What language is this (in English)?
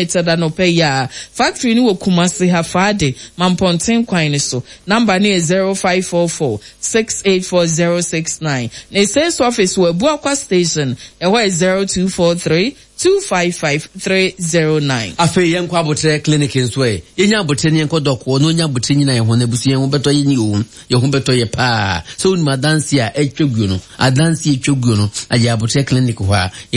Akan